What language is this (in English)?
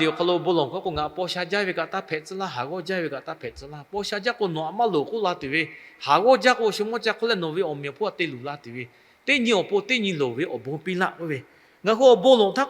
Lahu